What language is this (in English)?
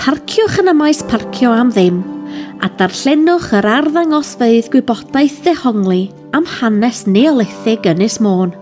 Welsh